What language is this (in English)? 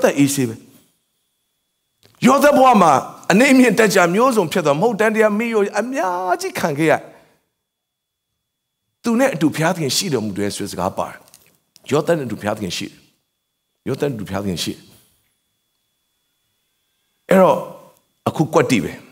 Burmese